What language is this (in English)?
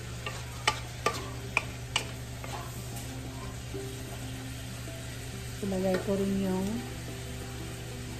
Filipino